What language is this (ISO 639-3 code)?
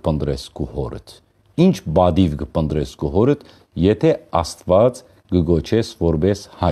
hyw